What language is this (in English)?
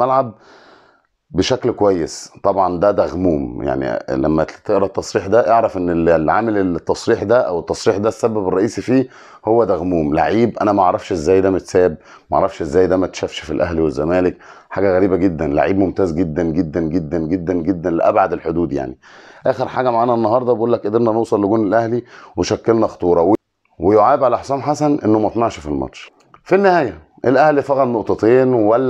Egyptian Arabic